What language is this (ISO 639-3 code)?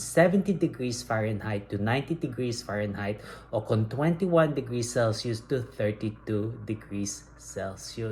hil